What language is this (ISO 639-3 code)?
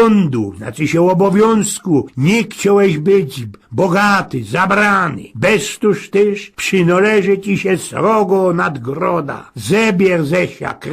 szl